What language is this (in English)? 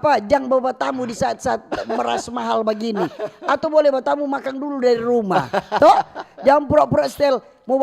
Manado Malay